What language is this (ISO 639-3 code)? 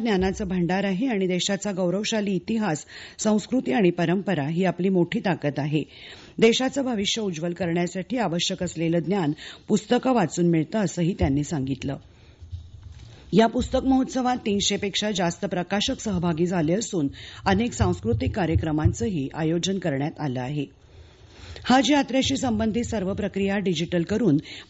mar